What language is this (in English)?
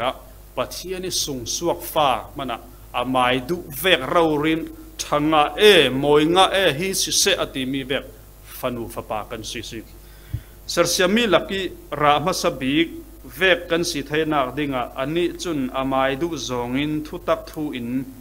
Falam Chin